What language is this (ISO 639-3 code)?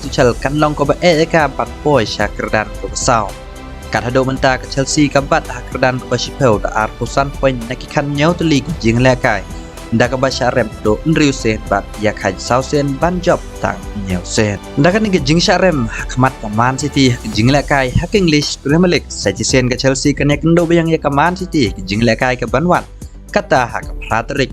kha